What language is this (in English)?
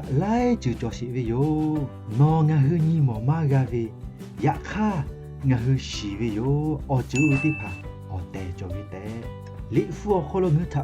Lahu